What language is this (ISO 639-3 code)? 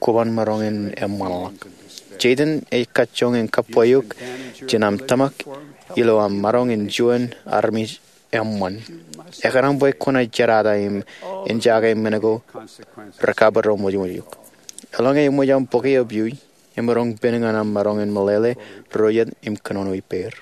mah